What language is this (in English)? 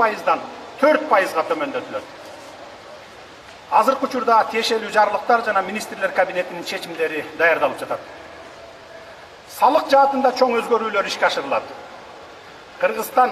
Kyrgyz